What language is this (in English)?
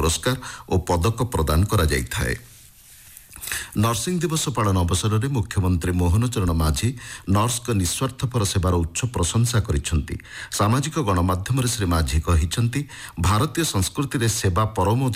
Odia